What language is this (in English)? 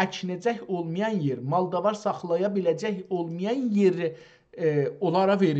South Azerbaijani